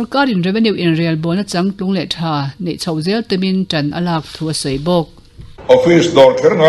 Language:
Mizo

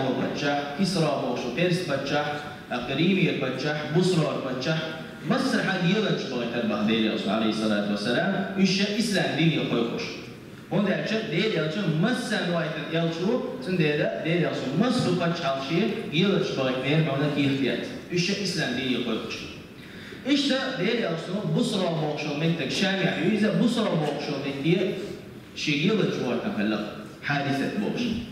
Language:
Chechen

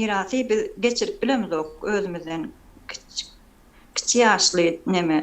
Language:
Turkmen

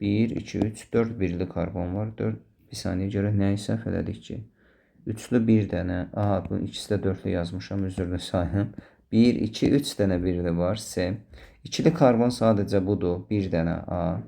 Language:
Azerbaijani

